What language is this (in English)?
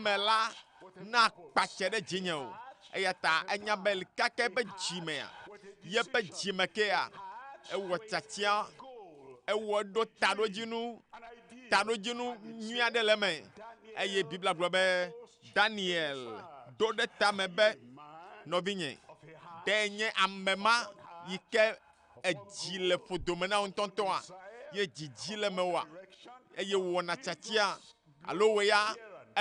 Ewe